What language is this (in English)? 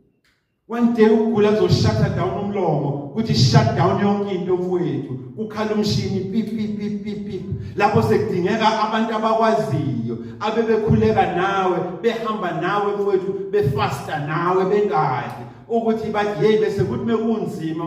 Zulu